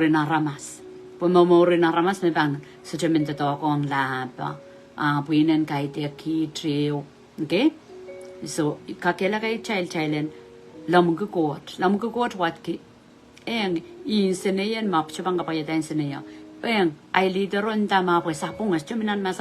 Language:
Pohnpeian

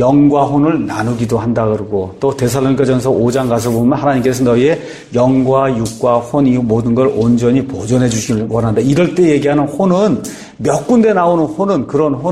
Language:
Korean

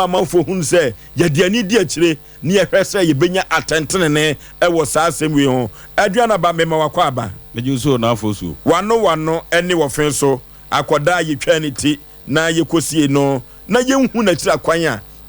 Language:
Akan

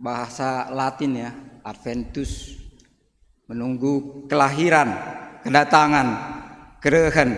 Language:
Batak Karo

